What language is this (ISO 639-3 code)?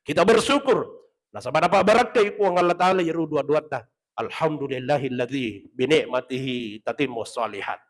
bug